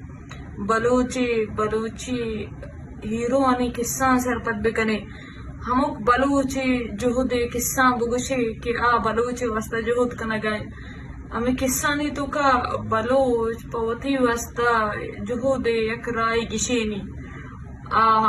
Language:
Eastern Balochi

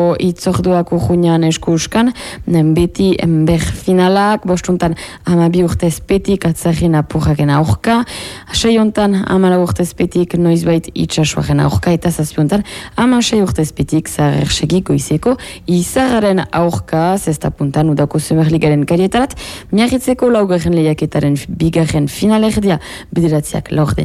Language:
Basque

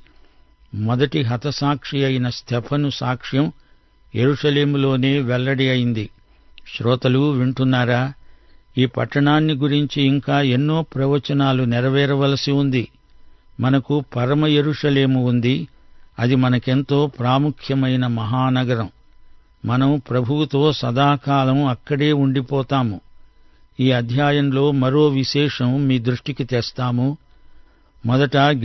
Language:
Telugu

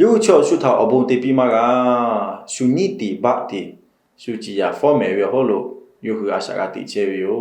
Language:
Lahu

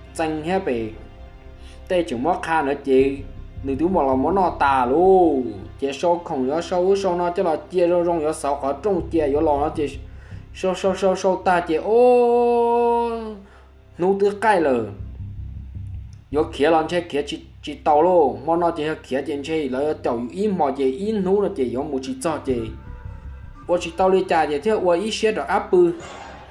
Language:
Vietnamese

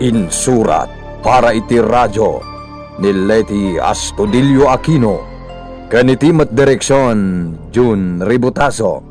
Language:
Iloko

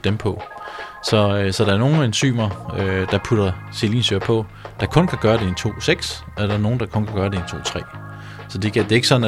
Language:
Danish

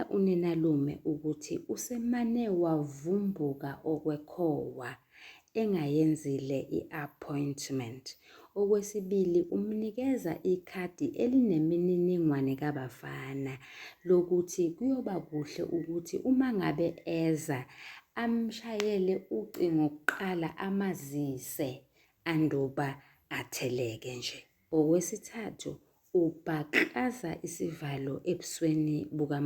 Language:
Zulu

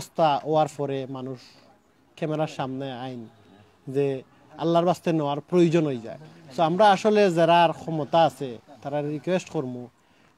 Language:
Sylheti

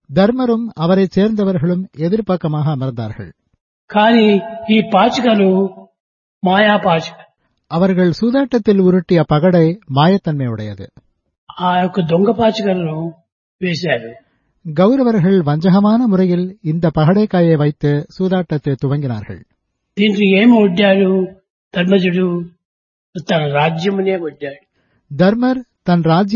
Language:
Tamil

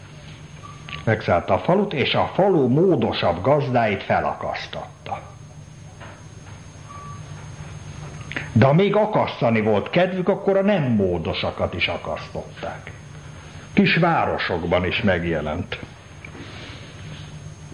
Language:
Hungarian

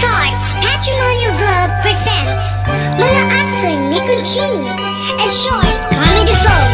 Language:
Waray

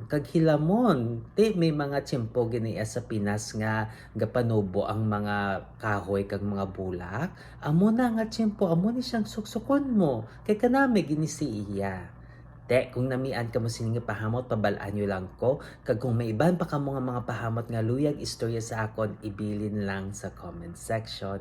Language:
Hiligaynon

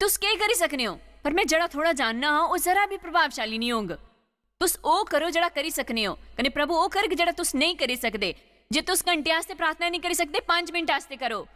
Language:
Dogri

